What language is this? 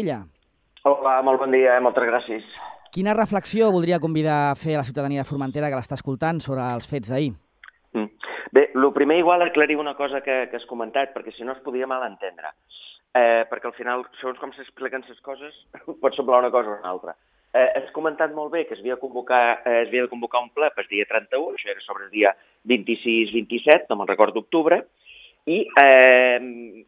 Catalan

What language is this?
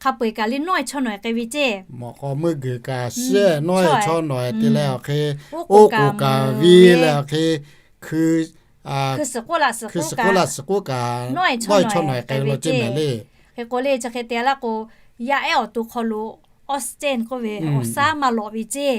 Lahu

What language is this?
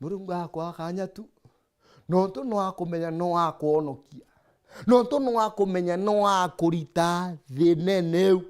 Meru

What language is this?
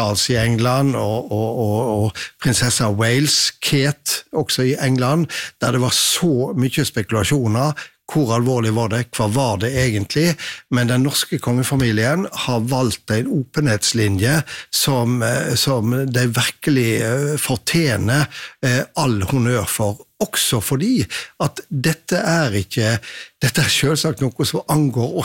Norwegian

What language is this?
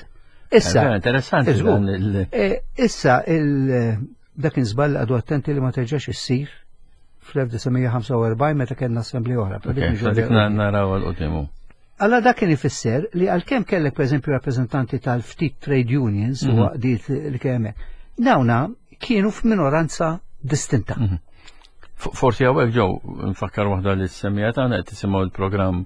Maltese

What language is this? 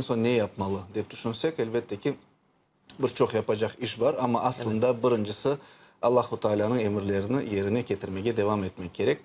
Crimean Tatar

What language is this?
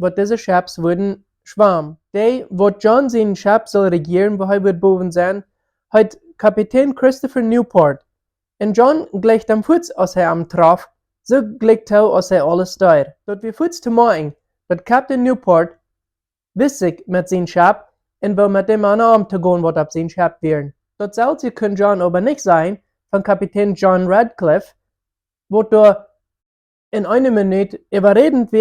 Plautdietsch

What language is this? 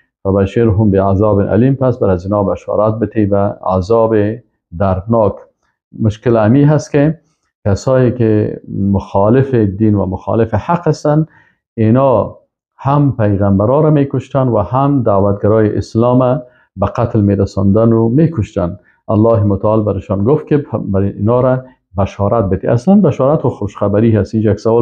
Persian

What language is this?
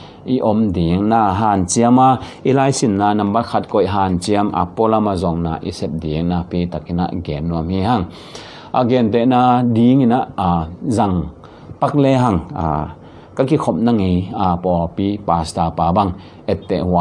Tedim Chin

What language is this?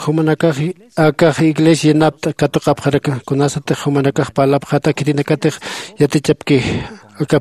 Aymara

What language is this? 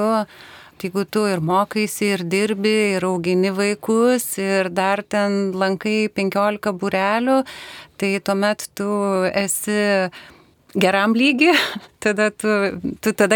Lithuanian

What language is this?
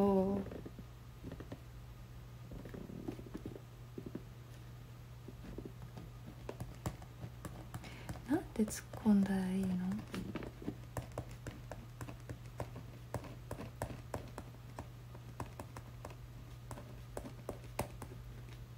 Japanese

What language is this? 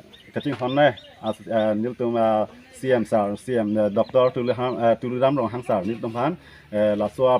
Karbi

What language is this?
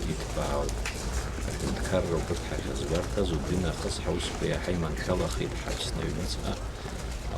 Abkhazian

